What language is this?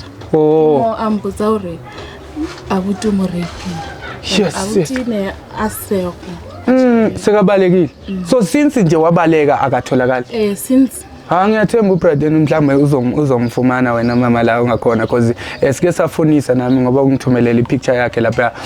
Zulu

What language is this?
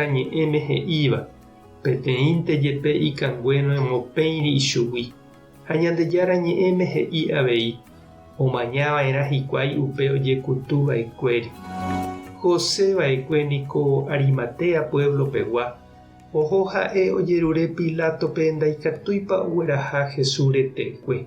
Guarani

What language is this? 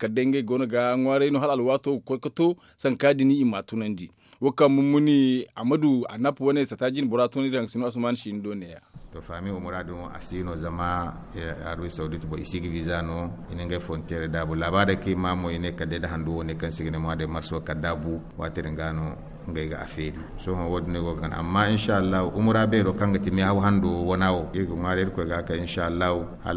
Zarma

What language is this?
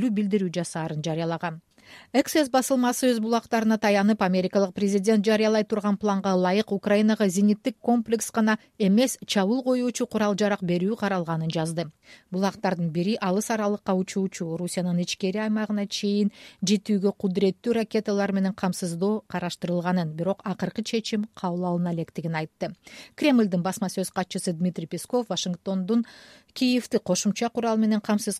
Kyrgyz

